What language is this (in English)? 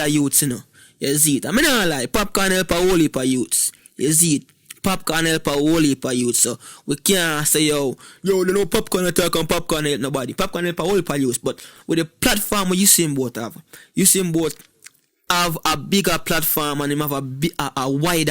Jamaican Creole English